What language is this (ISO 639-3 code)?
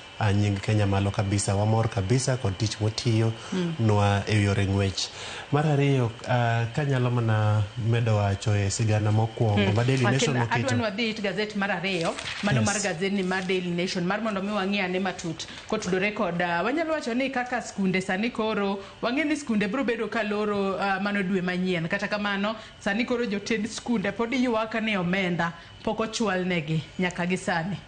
luo